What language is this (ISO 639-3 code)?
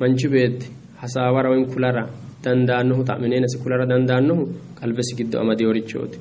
sid